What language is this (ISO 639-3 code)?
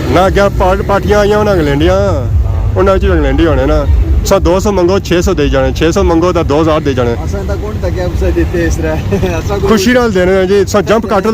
phr